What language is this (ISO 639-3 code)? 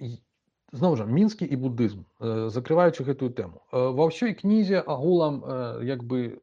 bel